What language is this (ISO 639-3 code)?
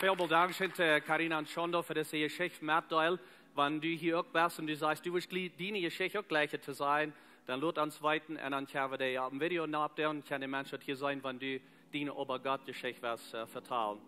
pdt